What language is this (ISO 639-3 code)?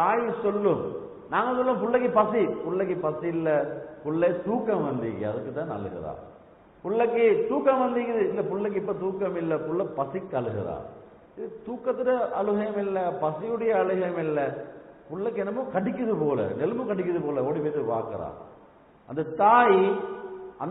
tam